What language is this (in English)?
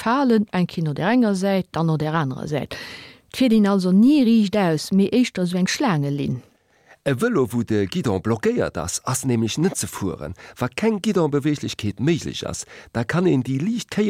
Luxembourgish